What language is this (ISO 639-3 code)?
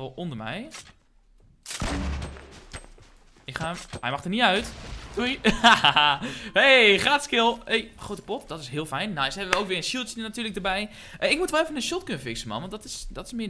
nld